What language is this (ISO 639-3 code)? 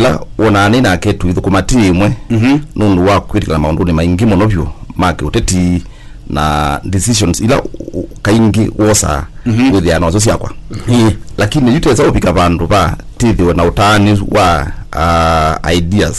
kam